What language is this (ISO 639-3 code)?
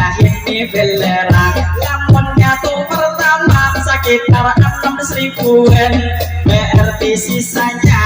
bjn